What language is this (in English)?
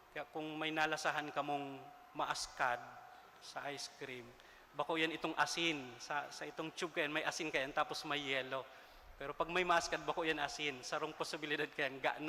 Bikol